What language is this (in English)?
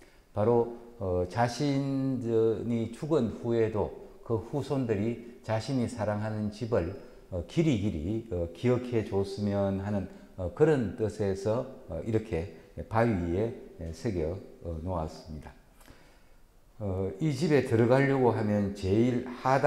Korean